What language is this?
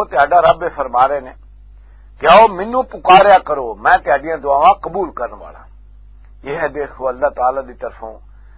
Western Panjabi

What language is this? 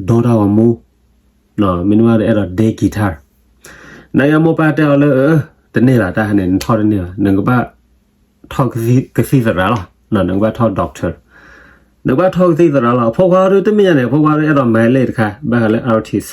S'gaw Karen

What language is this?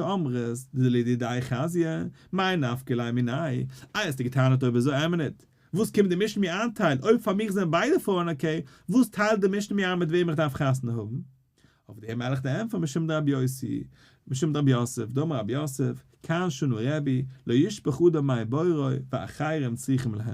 Yiddish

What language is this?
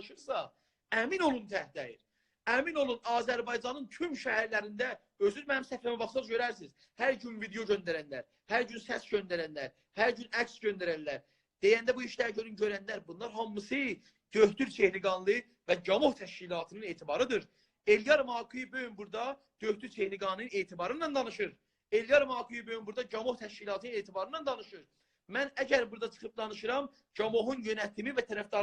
South Azerbaijani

